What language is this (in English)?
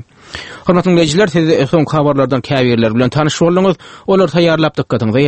Turkmen